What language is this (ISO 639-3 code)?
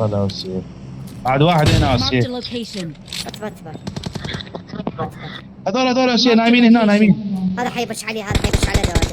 acm